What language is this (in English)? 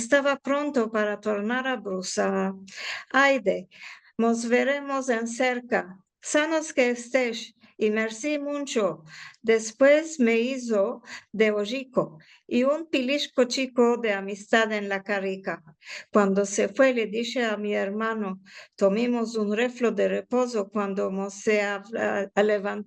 Ladino